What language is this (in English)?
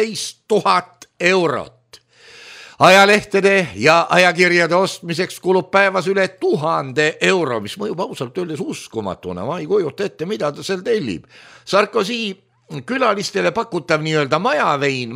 Estonian